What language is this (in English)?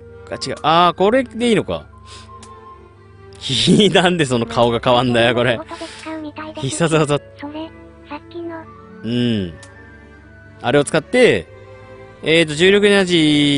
Japanese